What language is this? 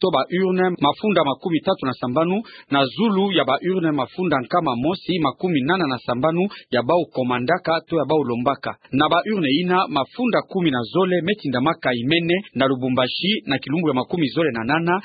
Kituba (Democratic Republic of Congo)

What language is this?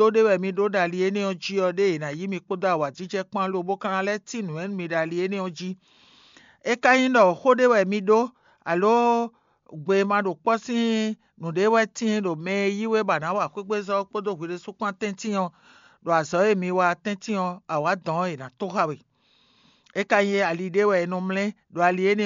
Fon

